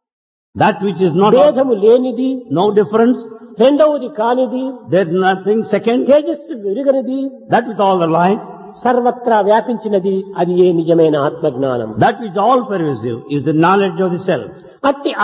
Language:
Telugu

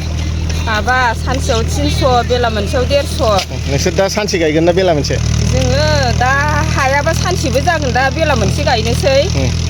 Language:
Bodo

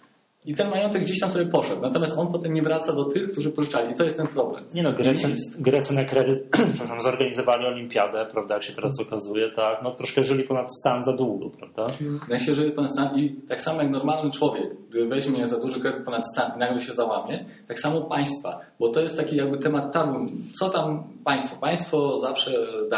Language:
Polish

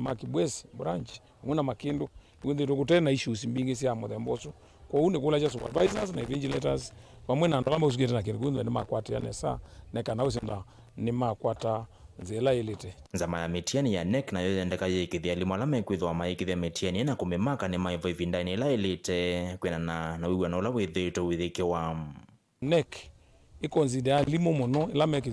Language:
Kamba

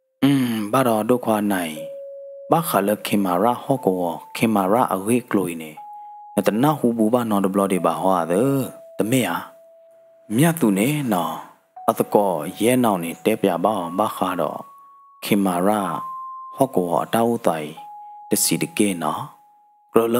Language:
S'gaw Karen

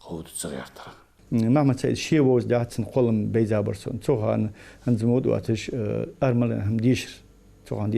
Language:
Ingush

